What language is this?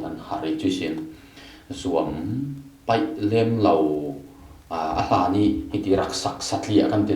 Falam Chin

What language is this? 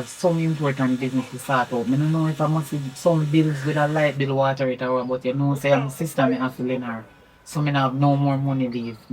Jamaican Creole English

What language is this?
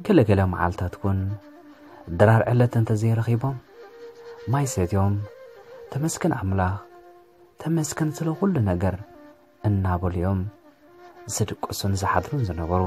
Tigrinya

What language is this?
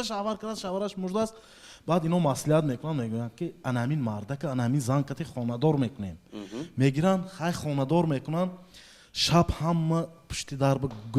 Tajik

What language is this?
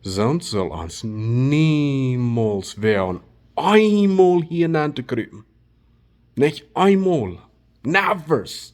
Plautdietsch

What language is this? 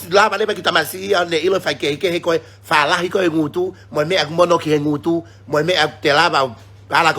Tongan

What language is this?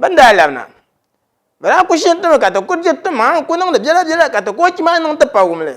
Dagbani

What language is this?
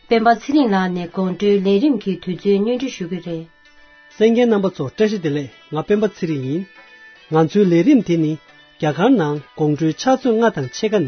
Tibetan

